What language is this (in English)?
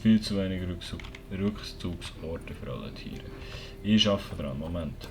Swiss German